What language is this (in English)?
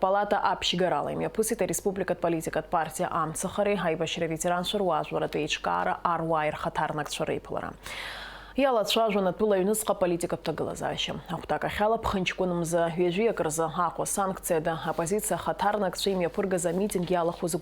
Abkhazian